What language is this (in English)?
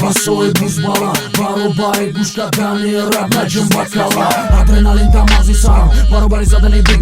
Tajik